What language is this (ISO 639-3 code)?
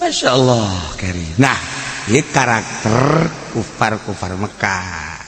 sun